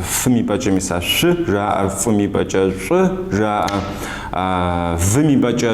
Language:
Kabardian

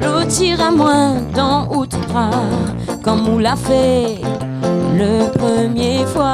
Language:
Réunion Creole French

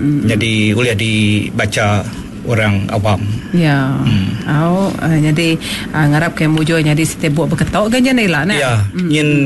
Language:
Malay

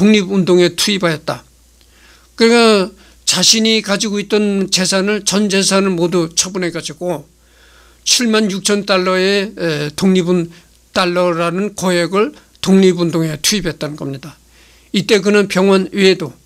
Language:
Korean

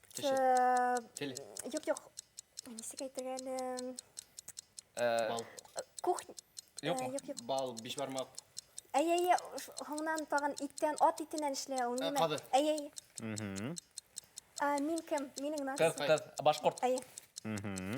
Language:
Bashkir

